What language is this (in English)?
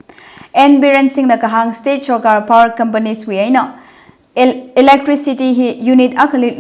Tangkhul Naga (India)